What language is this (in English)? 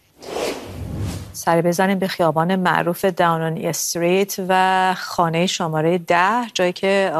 Persian